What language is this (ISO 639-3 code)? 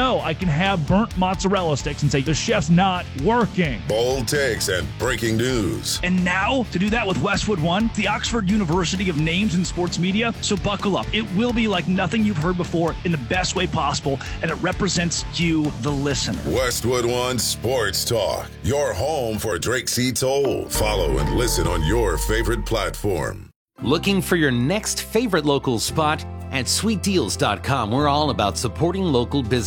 eng